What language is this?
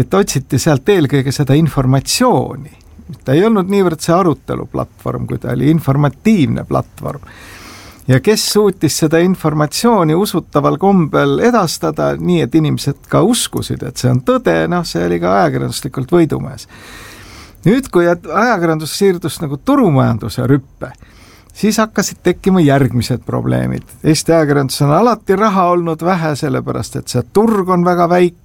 Estonian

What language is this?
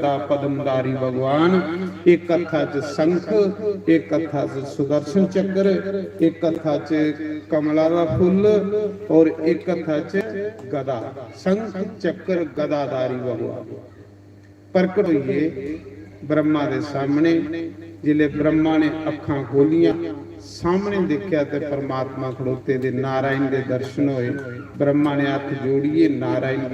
Dogri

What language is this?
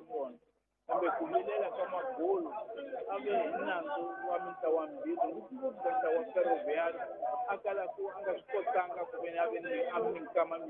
Tsonga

